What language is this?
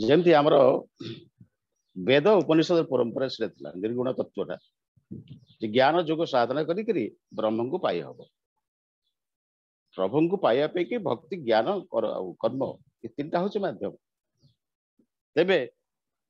Odia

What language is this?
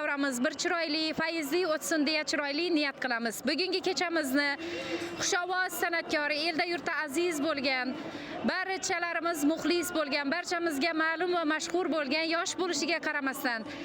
Uzbek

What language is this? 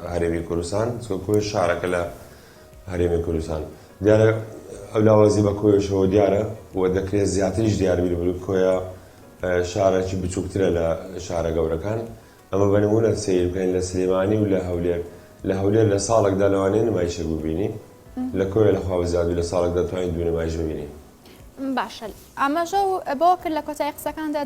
Central Kurdish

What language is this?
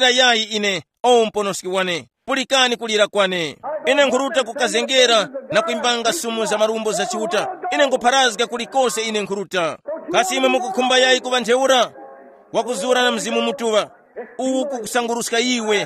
Tumbuka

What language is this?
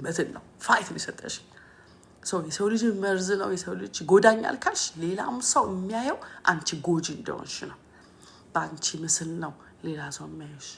Amharic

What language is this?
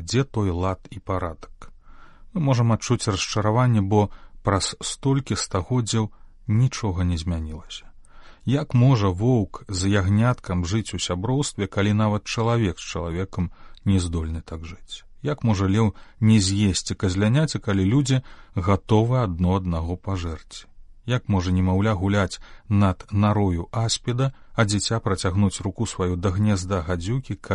Belarusian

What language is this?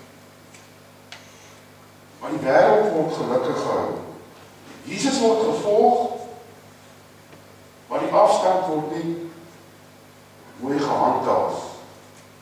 Afrikaans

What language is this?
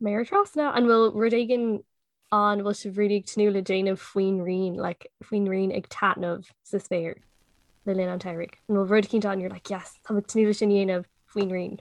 Irish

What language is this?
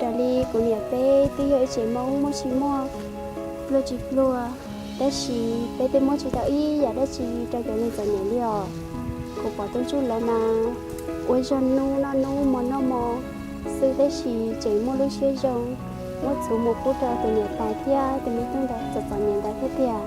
Hmong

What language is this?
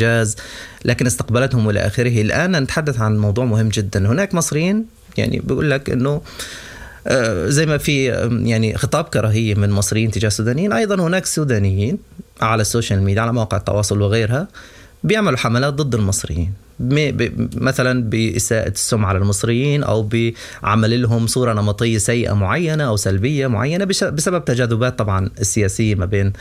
Sudanese Arabic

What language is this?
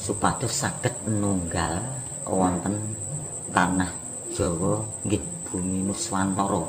Javanese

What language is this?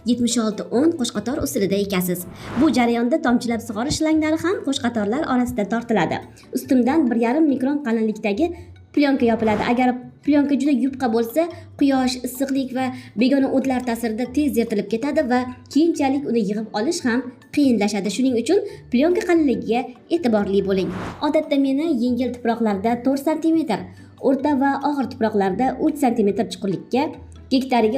Uzbek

